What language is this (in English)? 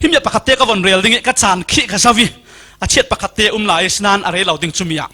Falam Chin